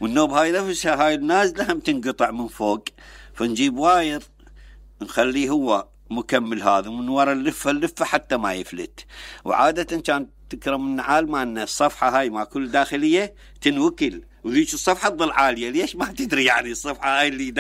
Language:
Mesopotamian Arabic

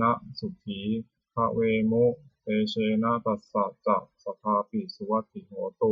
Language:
Pali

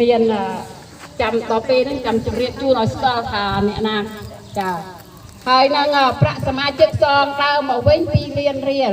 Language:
Khmer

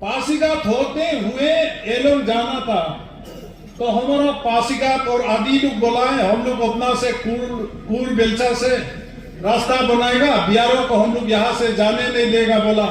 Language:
Adi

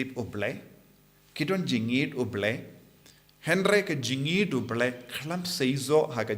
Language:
Khasi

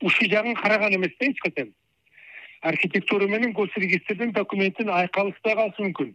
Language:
Kyrgyz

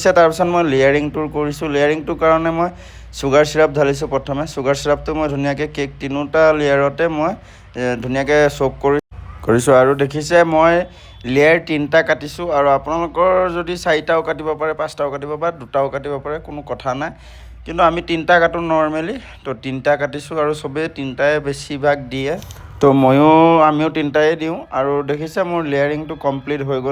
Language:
Assamese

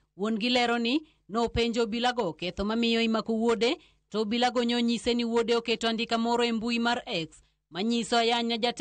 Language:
Luo (Kenya and Tanzania)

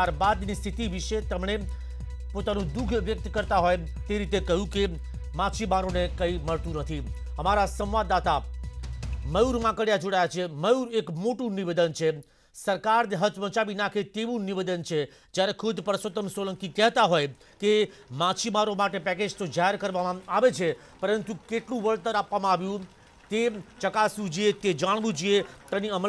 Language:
Gujarati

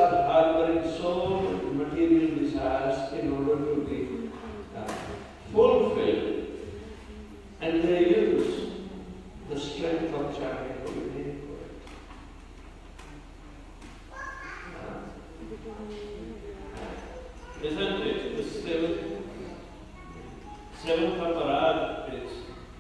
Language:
English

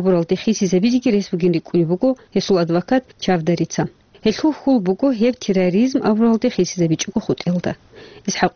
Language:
Avaric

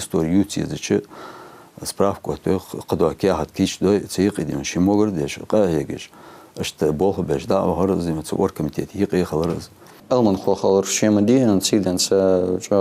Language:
Ingush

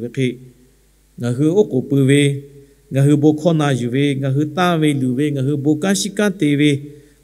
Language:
Lahu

